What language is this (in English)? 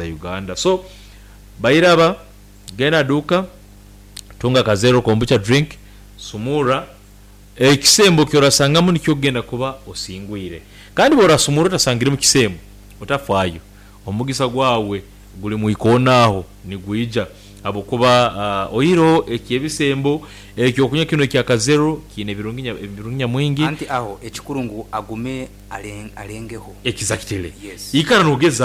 Nyoro